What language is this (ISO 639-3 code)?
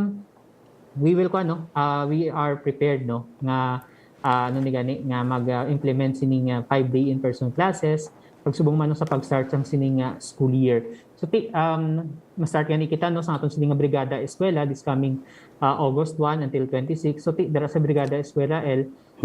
hil